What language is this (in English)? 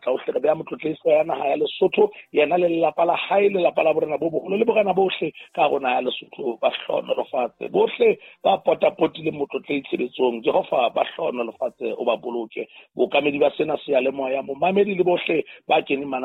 Southern Sotho